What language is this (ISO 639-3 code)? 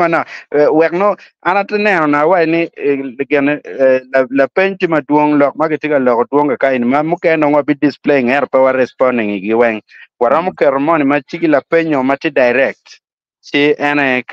ach